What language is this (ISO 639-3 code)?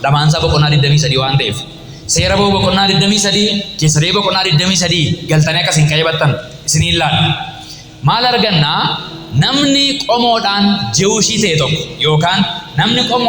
orm